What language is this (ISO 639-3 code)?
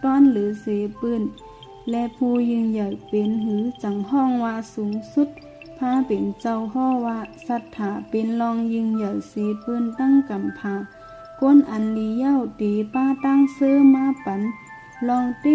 shn